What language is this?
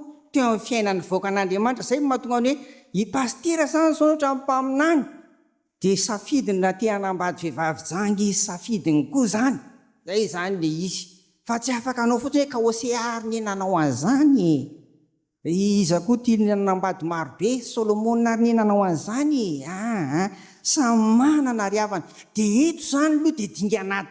Malagasy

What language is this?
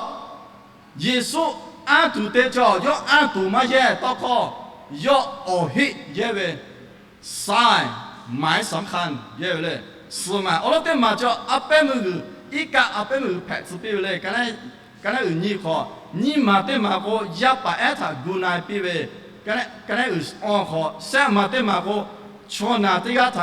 Lahu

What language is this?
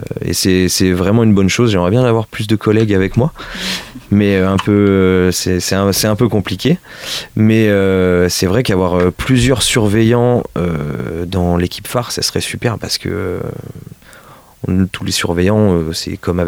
French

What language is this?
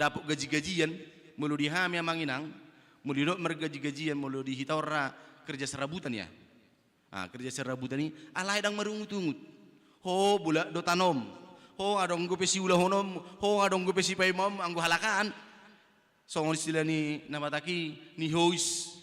Batak Toba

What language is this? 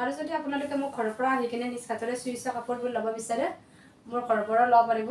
Assamese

